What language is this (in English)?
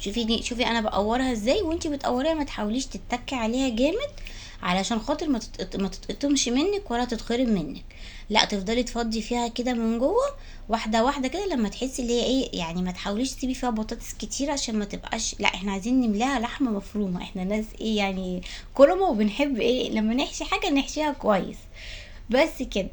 Egyptian Arabic